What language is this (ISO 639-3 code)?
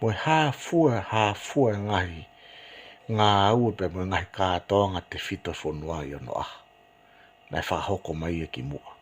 ton